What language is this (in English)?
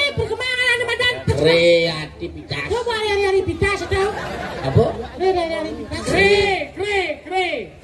Balinese